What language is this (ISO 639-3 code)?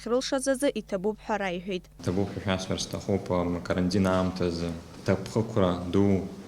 abk